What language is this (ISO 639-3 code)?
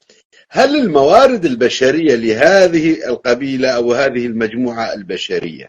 apc